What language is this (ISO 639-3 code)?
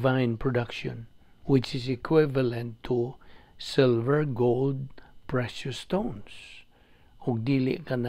ceb